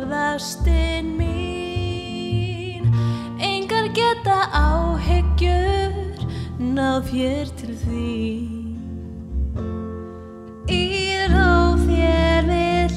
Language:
Icelandic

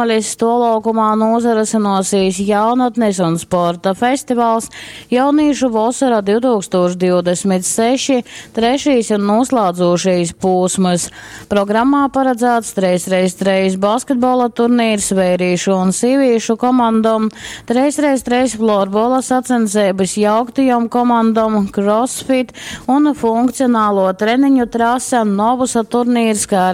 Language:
Latgalian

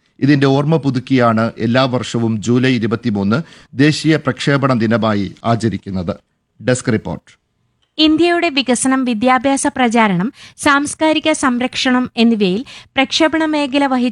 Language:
Malayalam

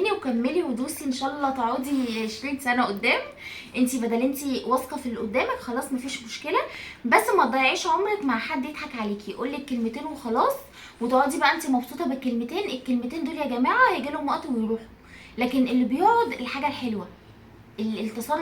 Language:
Egyptian Arabic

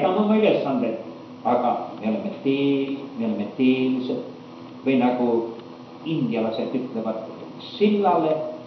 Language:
Estonian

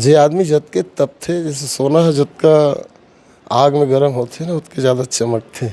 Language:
Chhattisgarhi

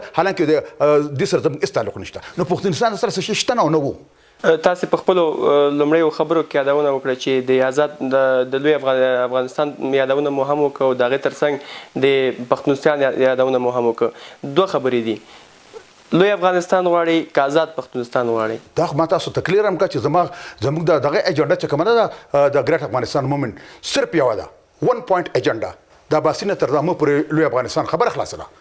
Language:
Pashto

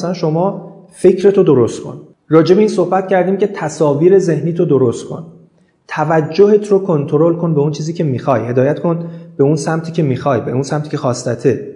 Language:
Persian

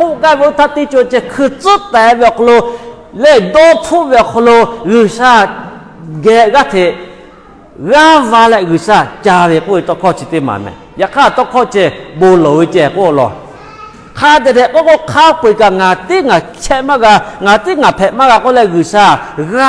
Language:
Lahu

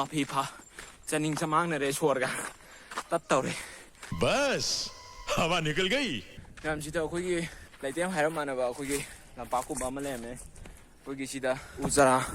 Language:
Manipuri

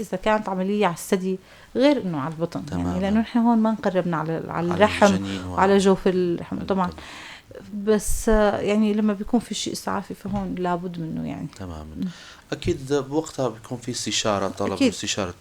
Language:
North Levantine Arabic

